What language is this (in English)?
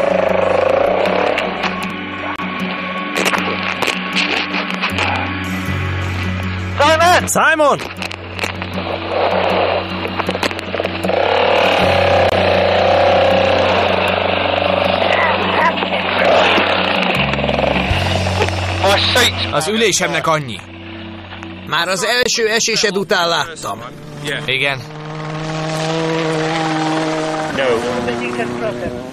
Hungarian